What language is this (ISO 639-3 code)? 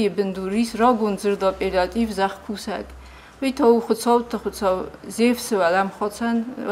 oss